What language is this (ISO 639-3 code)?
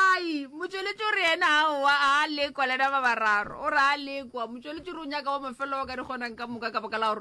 nso